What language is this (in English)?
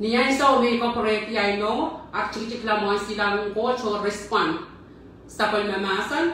Pohnpeian